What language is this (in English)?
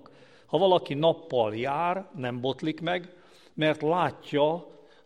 Hungarian